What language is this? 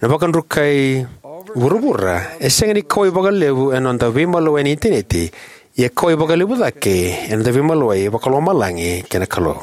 Fijian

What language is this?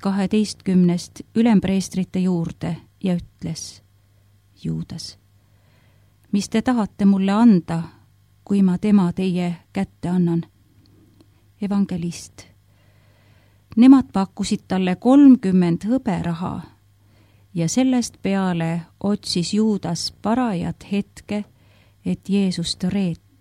Estonian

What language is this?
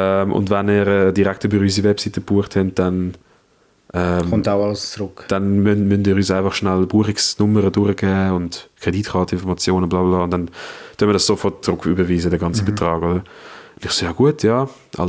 Swiss German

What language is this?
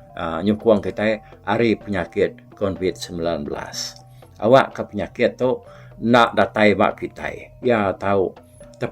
Iban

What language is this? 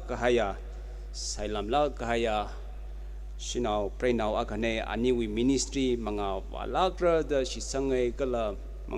Tangkhul Naga (India)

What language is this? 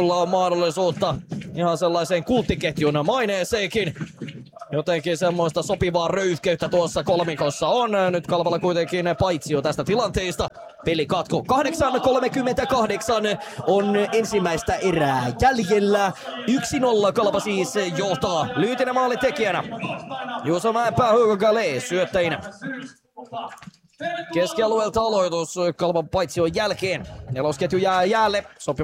Finnish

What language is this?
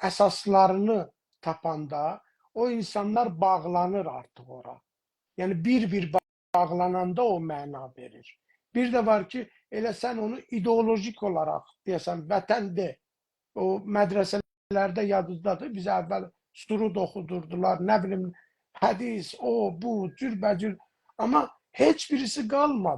South Azerbaijani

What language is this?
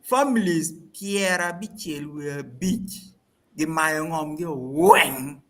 Acoli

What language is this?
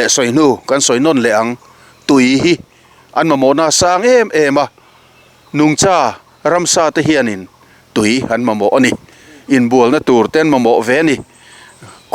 Mizo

